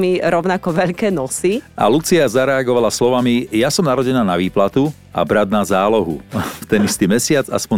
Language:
Slovak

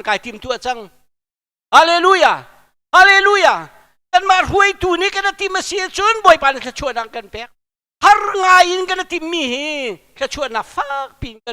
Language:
Hakha Chin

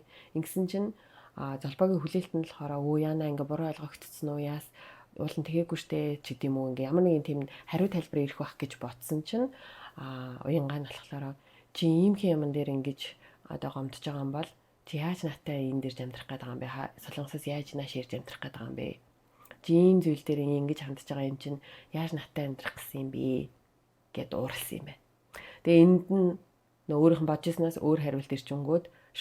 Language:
Mongolian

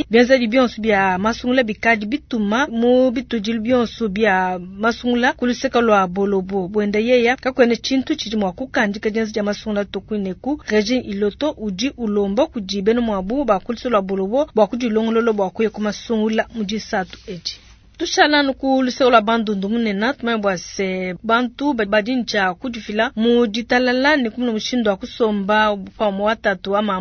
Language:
Luba-Lulua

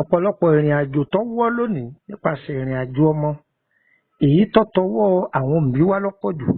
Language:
Yoruba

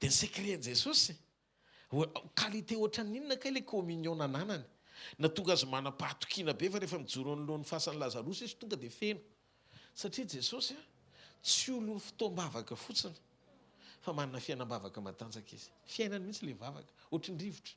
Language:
Malagasy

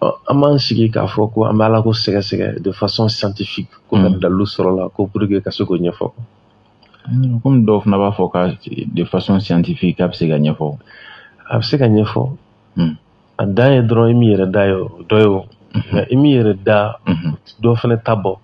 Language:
Bambara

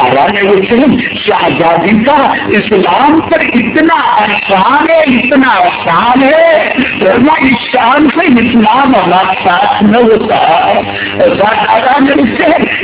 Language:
Urdu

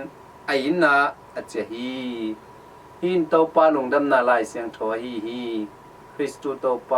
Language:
Tedim Chin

